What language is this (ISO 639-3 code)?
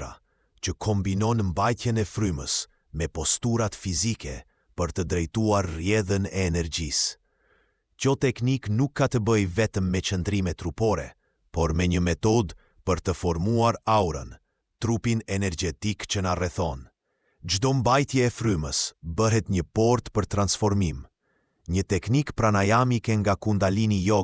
sqi